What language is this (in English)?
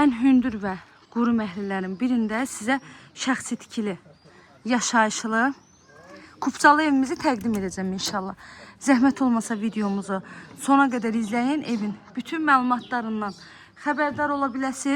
Azerbaijani